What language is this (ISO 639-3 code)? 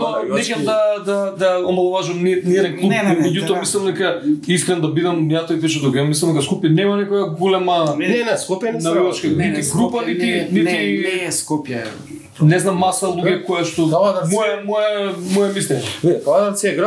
mkd